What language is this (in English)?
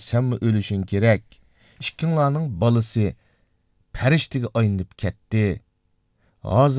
Uyghur